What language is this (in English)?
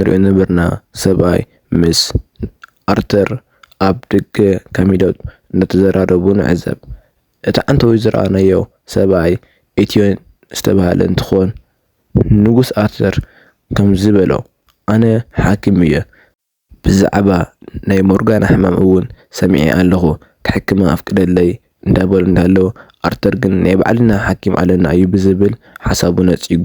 Tigrinya